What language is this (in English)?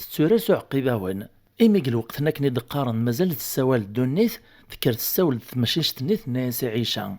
Kabyle